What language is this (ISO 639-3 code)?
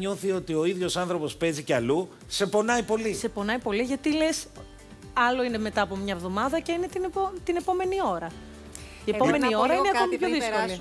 ell